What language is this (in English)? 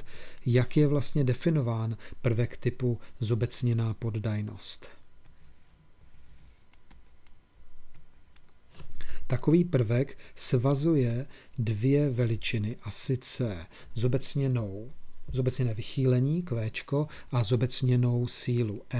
Czech